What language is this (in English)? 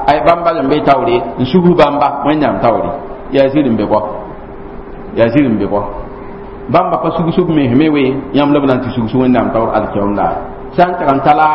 Mossi